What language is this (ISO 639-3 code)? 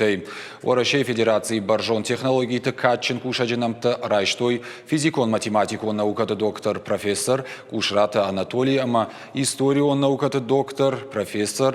oss